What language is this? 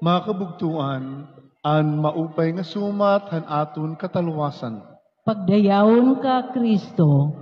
Waray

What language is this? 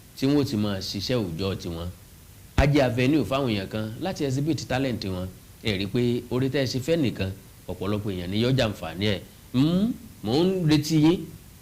Yoruba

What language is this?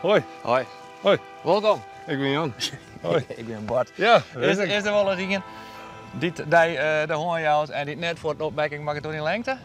Western Frisian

